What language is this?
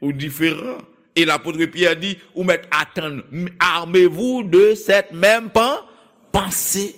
Haitian Creole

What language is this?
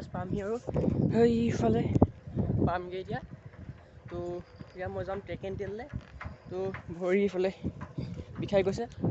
Assamese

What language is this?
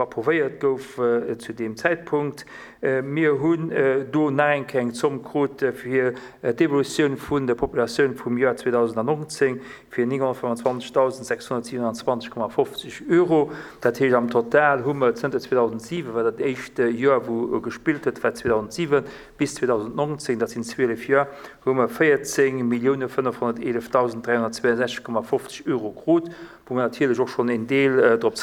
Luxembourgish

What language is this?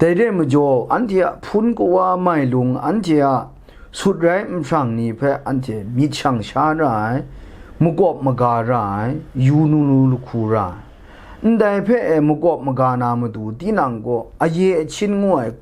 Kachin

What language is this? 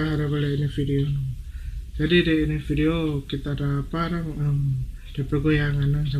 Manado Malay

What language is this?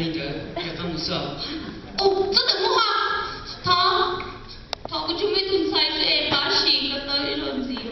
Hmong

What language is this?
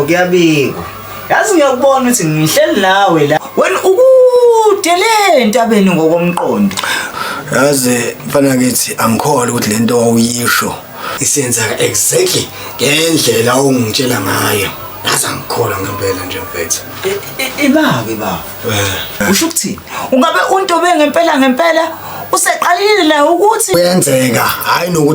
Zulu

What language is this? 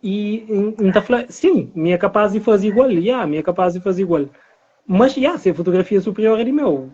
Kabuverdianu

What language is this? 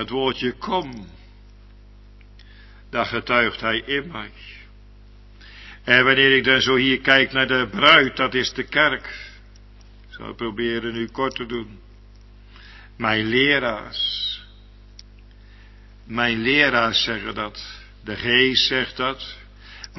Dutch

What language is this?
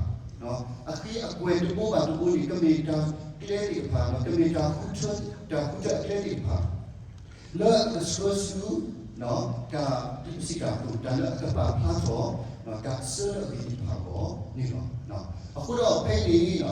S'gaw Karen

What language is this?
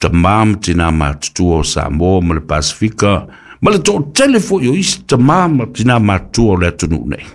Samoan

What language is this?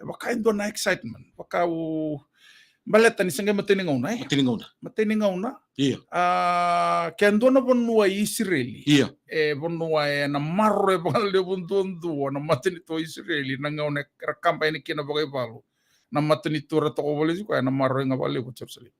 Fijian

